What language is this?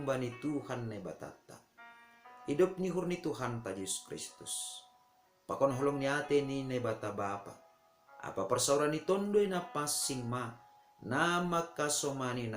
Batak Simalungun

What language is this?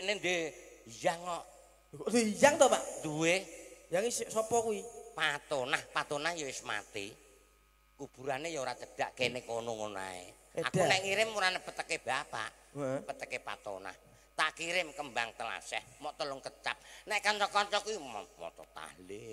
Javanese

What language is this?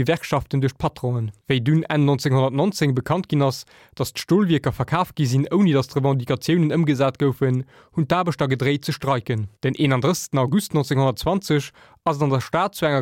Luxembourgish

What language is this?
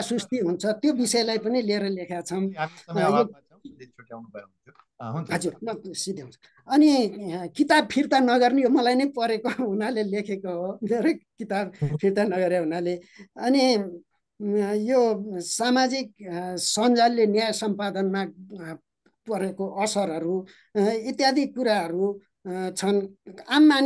Nepali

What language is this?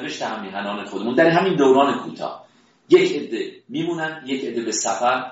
Persian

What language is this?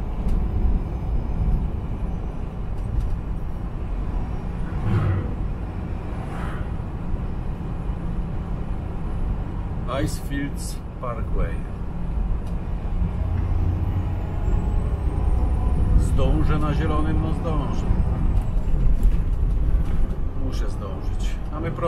Polish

